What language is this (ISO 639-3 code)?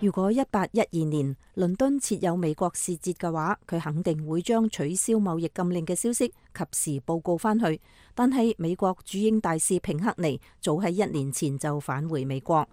yue